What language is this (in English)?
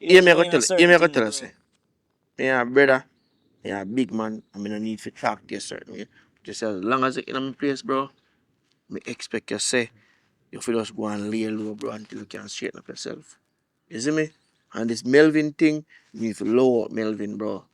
Jamaican Creole English